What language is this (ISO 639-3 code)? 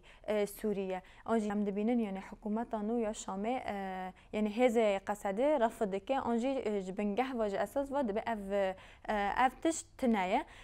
kur